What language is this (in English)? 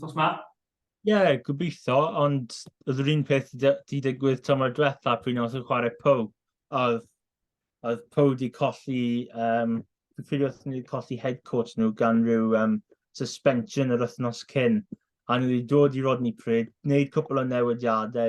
Welsh